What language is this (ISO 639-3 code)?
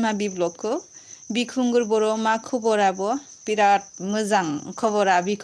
brx